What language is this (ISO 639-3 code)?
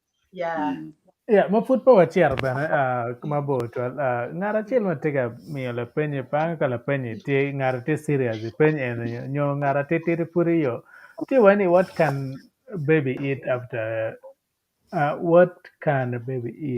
ach